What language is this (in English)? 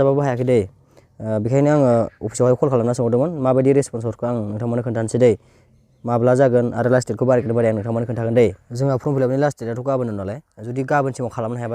Bodo